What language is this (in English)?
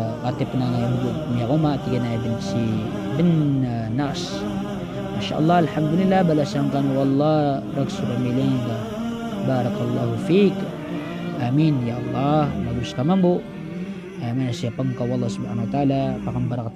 Maranao